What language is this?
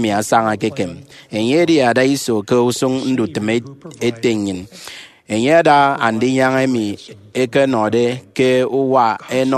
Efik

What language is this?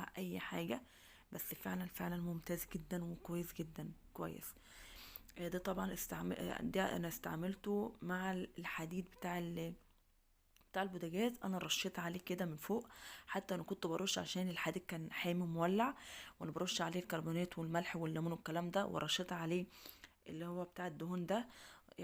Egyptian Arabic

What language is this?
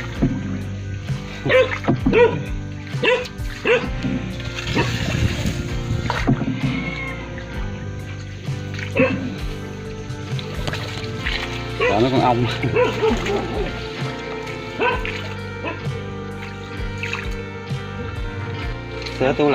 Vietnamese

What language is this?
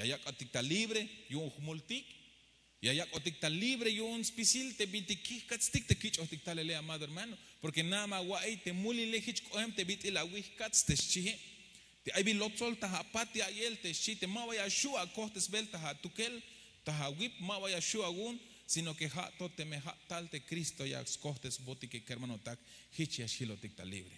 Tzeltal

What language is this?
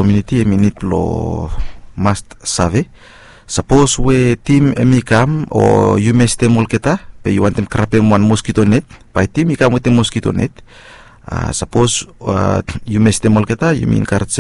Bislama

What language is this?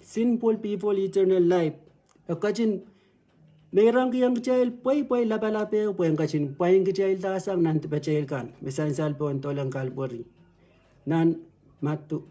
Pohnpeian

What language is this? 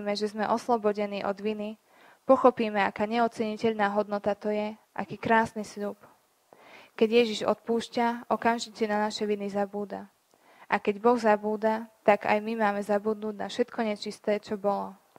Slovak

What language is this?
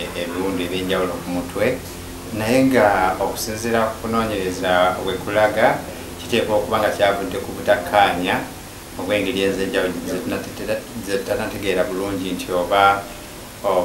Ganda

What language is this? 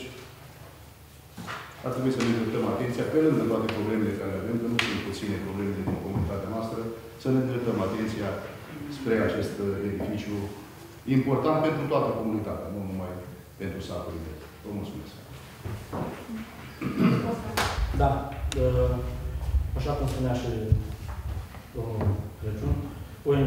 Romanian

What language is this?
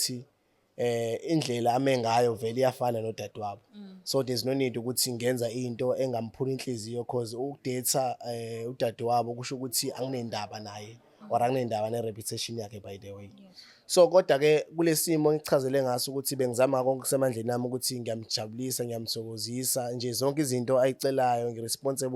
Zulu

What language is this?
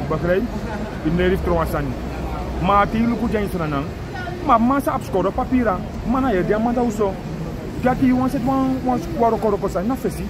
Sranan Tongo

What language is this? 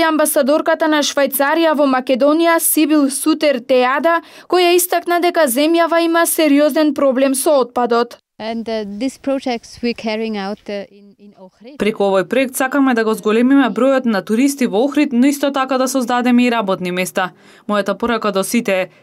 Macedonian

